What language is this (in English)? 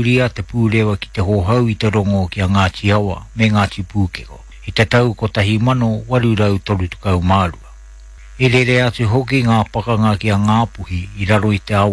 Māori